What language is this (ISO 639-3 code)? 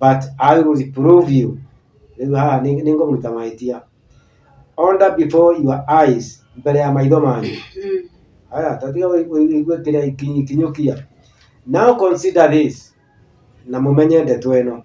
kik